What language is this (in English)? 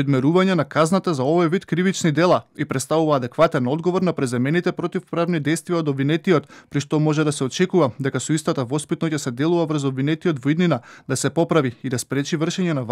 Macedonian